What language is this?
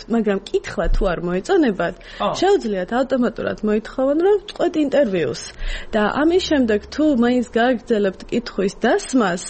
Georgian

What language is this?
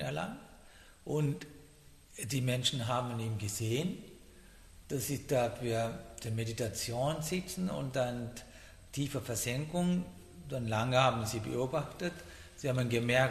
German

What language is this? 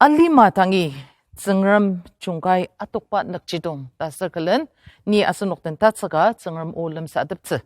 Ao Naga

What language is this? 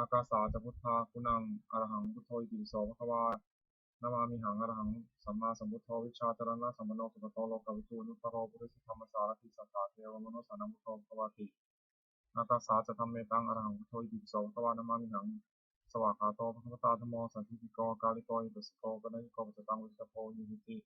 Pali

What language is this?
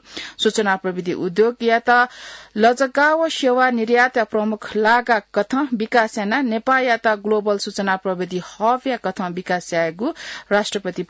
Newari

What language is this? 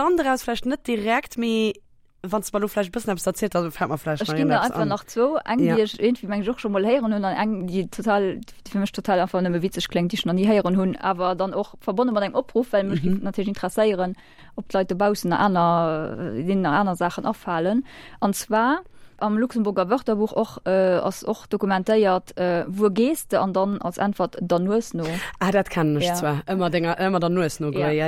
Luxembourgish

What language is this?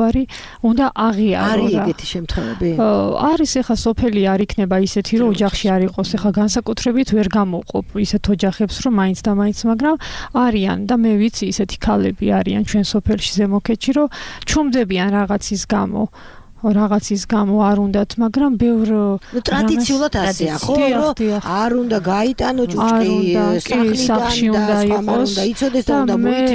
Georgian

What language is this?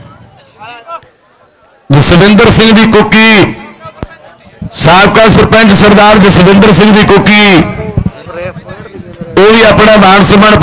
Punjabi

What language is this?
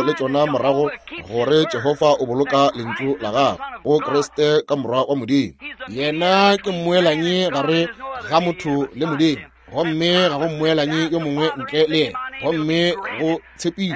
Northern Sotho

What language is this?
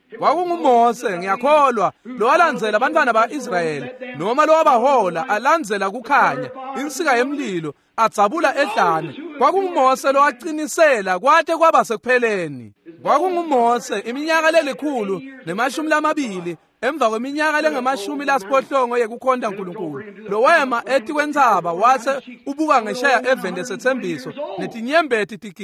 Swati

